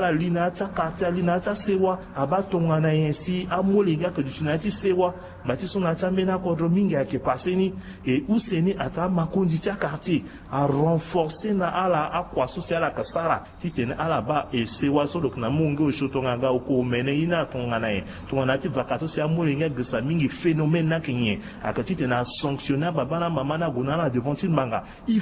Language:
Sango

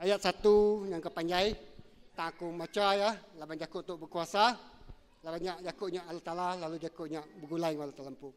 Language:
Iban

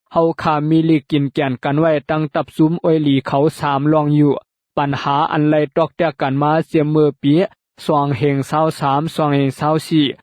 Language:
Shan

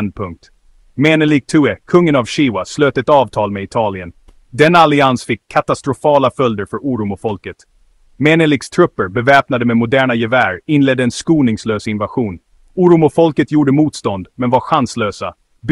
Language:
Swedish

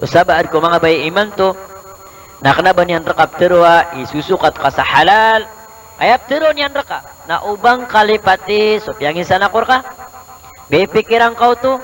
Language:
Maranao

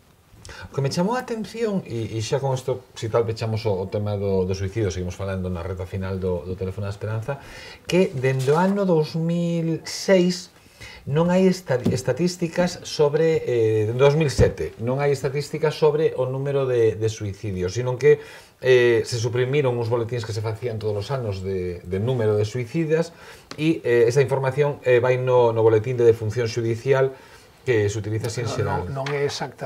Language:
Galician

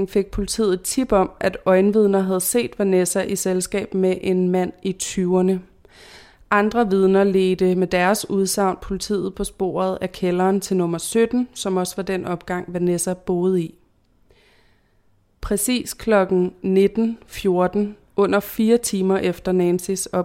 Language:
Danish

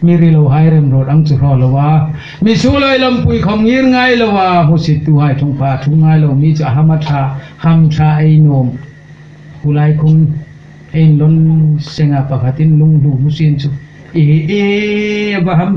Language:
Hmar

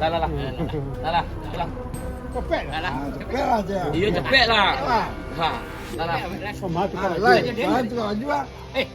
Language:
Minangkabau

